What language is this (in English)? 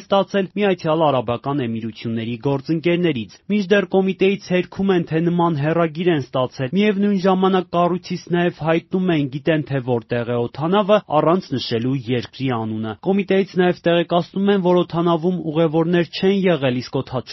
Armenian